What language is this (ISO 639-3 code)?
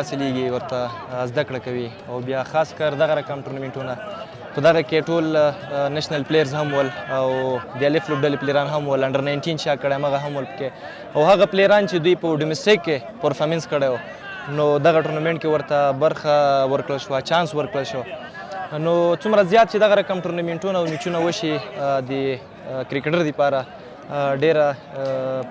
pus